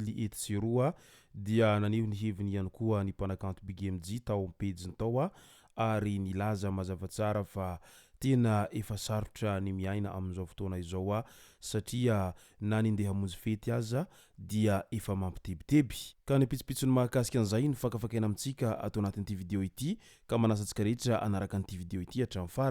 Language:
Malagasy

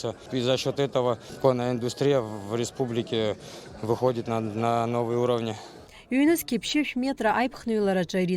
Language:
Abkhazian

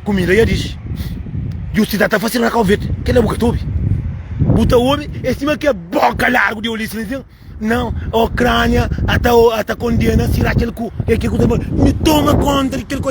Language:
Kabuverdianu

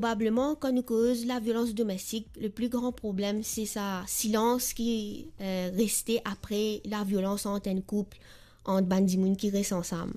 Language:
Morisyen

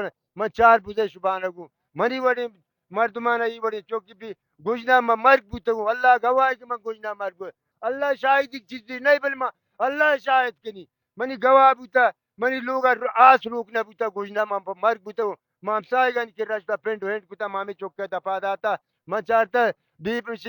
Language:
Baluchi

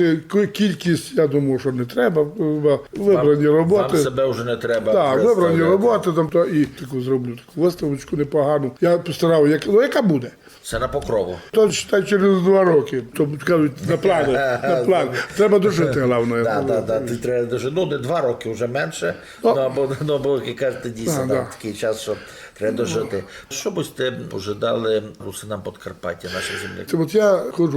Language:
Rusyn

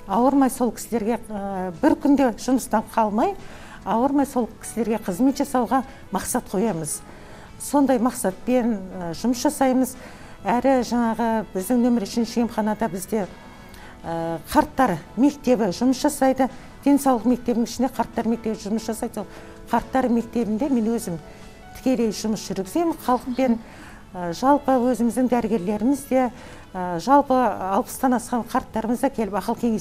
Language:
Kazakh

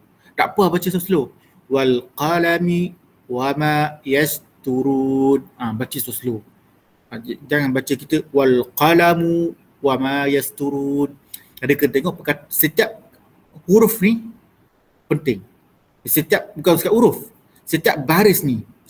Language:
Malay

